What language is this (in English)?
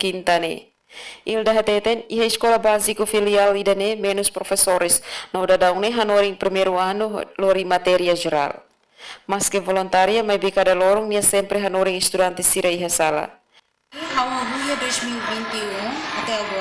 Tetum